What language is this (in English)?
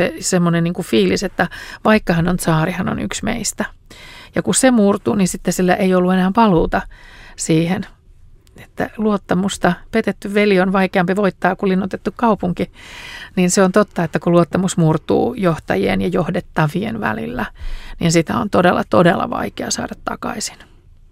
Finnish